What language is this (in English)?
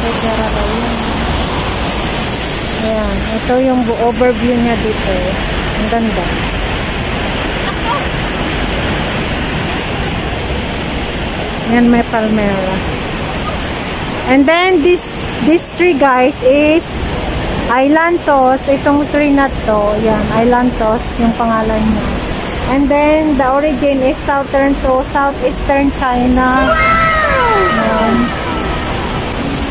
Filipino